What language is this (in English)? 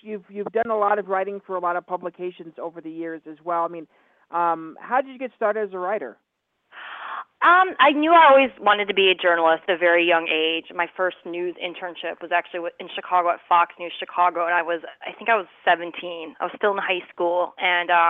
English